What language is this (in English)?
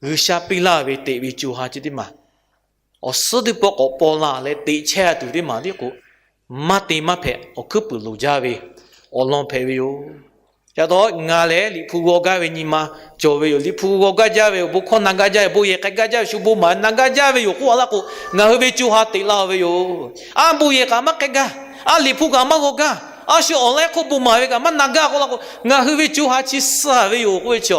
Lahu